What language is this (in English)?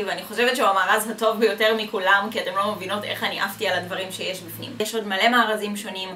Hebrew